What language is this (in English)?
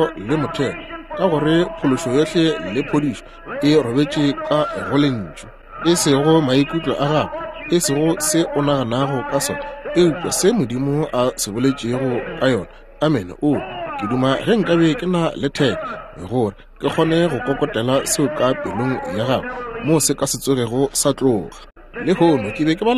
Northern Sotho